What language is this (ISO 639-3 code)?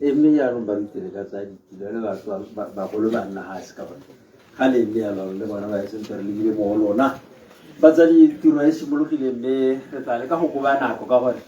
tsn